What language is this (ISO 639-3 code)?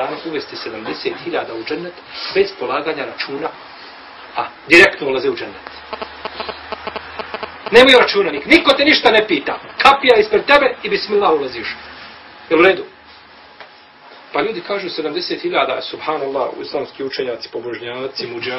bos